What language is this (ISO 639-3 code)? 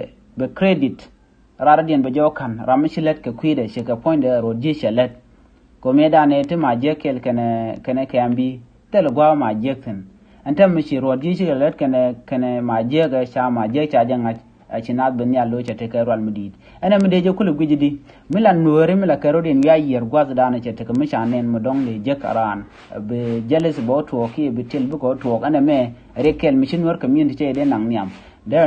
nus